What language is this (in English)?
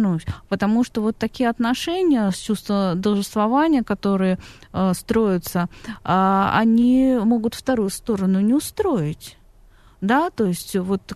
Russian